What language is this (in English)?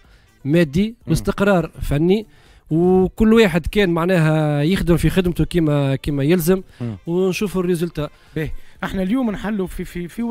Tunisian Arabic